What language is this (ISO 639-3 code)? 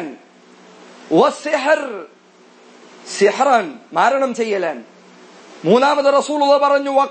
mal